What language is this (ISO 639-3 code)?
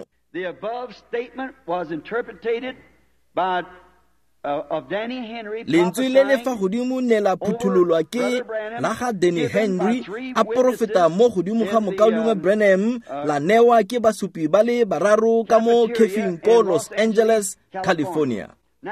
tsn